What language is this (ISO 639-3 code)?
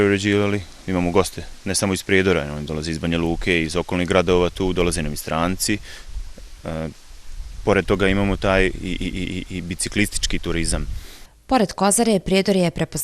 bos